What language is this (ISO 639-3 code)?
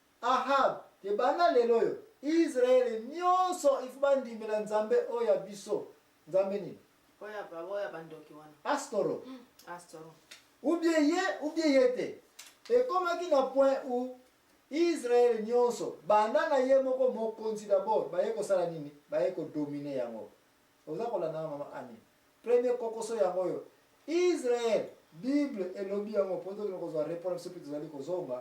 lin